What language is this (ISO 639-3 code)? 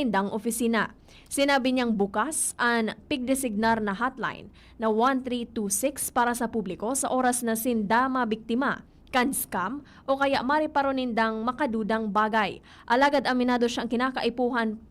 bik